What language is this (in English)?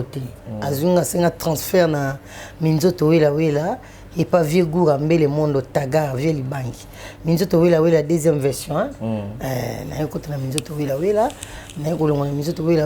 Lingala